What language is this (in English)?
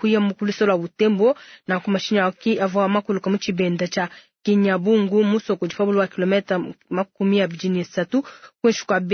Luba-Lulua